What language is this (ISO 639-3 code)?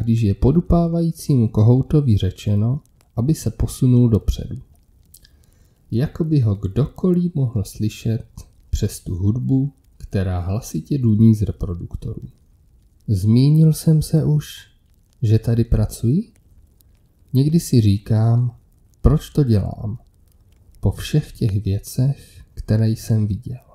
ces